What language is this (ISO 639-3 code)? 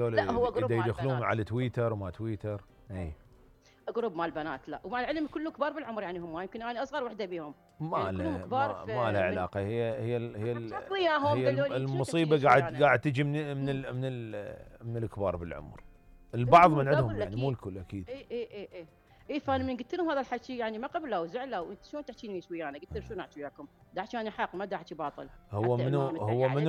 acm